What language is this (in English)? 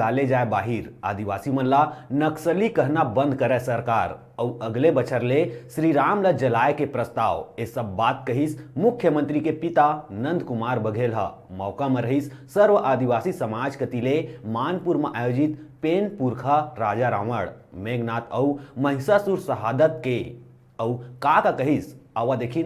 Chhattisgarhi